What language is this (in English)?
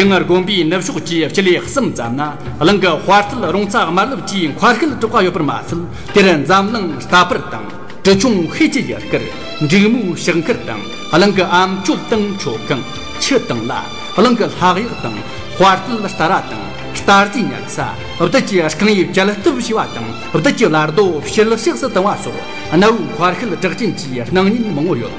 Tibetan